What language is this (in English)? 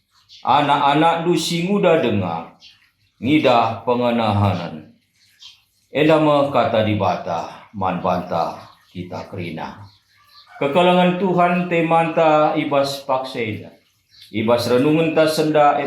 Batak Karo